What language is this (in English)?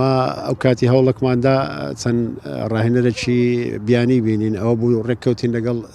Central Kurdish